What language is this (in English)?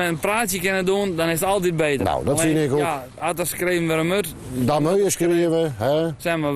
Western Frisian